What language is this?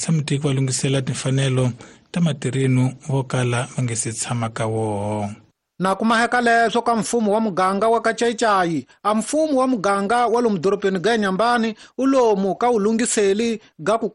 Tsonga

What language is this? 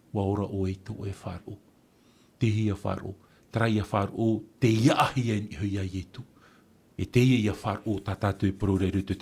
Tahitian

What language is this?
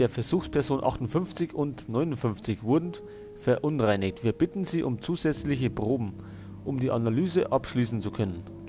Bavarian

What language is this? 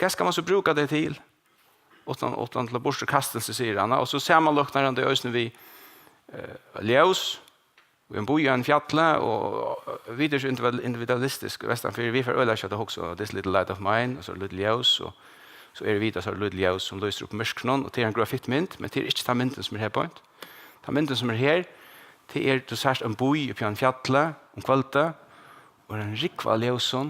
Faroese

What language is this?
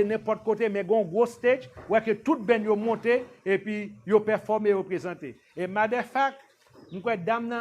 Haitian Creole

